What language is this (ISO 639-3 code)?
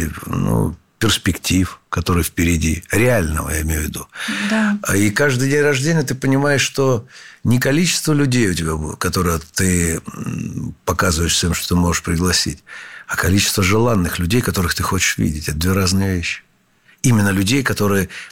rus